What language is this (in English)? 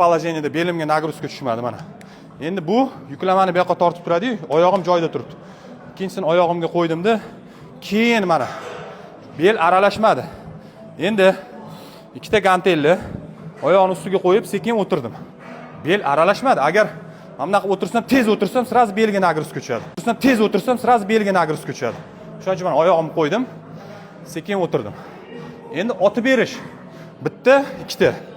Uzbek